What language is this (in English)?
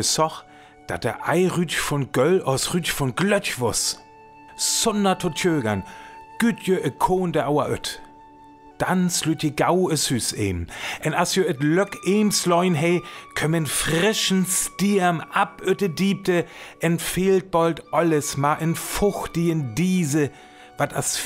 Northern Frisian